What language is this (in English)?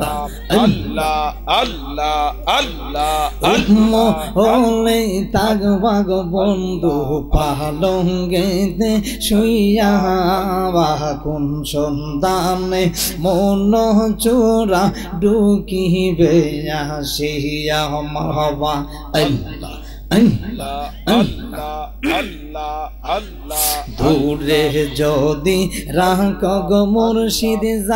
Bangla